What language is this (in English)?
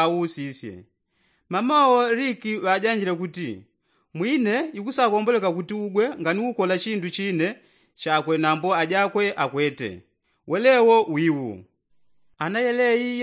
Yao